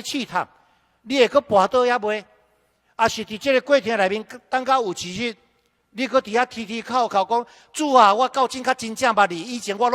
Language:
Min Nan Chinese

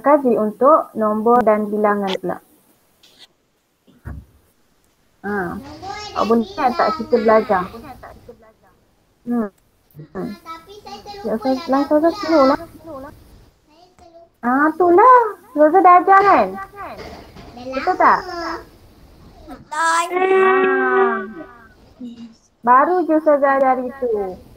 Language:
Malay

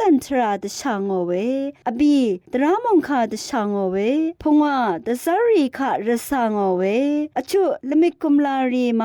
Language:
Rawang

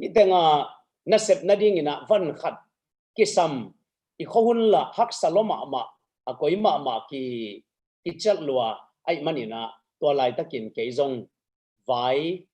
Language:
Tedim Chin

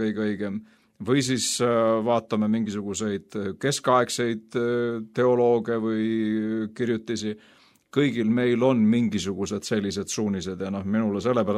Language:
Estonian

